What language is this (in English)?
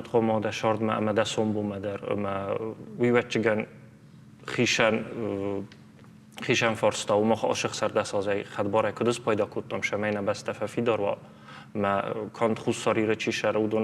Ossetic